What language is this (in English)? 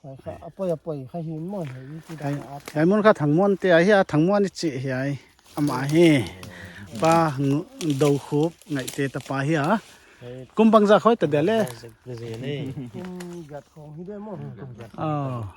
Paite Chin